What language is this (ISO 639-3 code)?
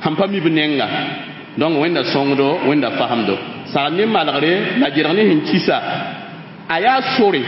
mos